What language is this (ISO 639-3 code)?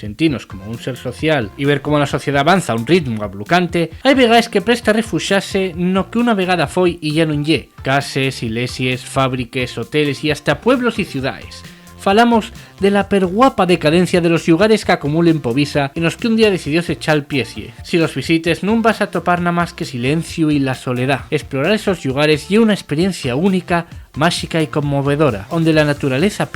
ast